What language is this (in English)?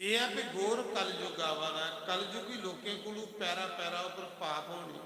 Dogri